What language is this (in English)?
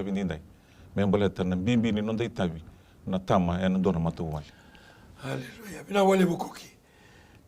Fijian